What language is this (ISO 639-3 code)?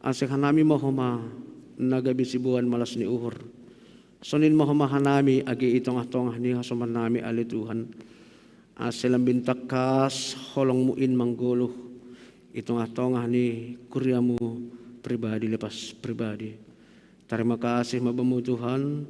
bts